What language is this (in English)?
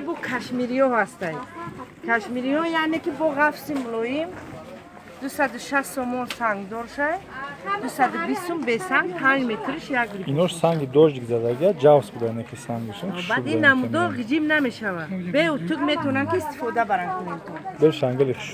Tajik